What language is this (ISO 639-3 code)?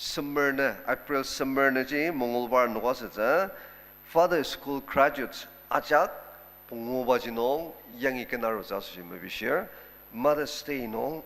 njo